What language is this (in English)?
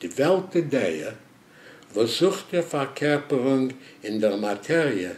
Yiddish